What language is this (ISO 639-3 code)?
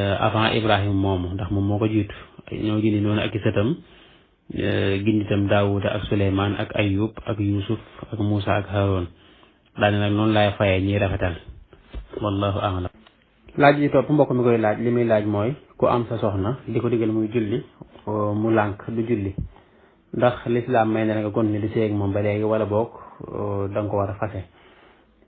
wol